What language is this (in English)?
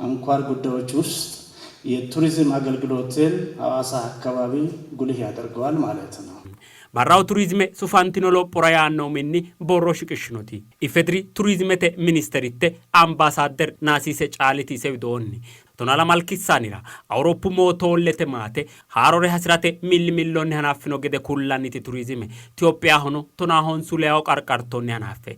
Sidamo